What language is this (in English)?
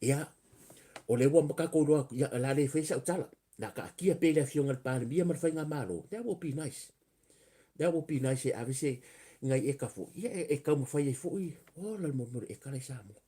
Samoan